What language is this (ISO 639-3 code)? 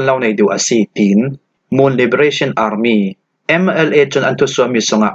cfm